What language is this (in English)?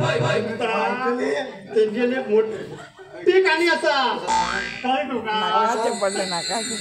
Konkani